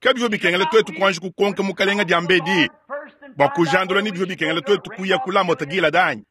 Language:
Luba-Lulua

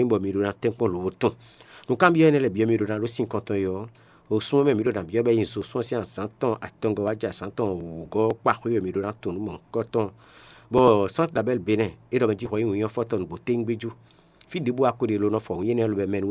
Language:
Fon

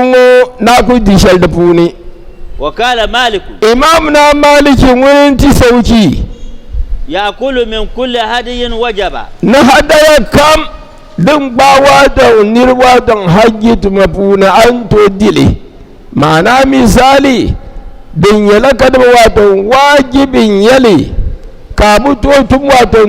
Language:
Dagbani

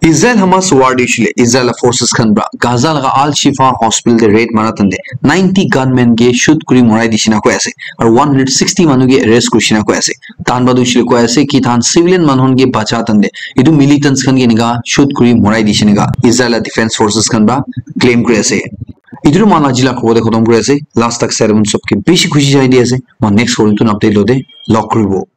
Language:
Naga Pidgin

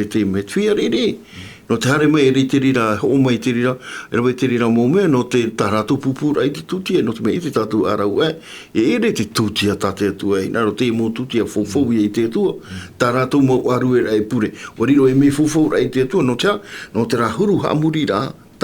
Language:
Tahitian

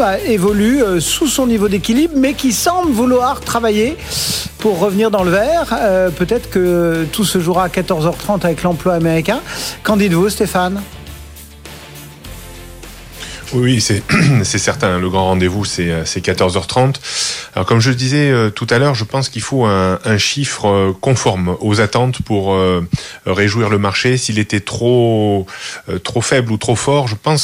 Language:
French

